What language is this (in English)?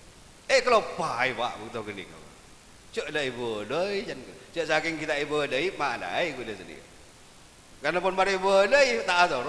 Madurese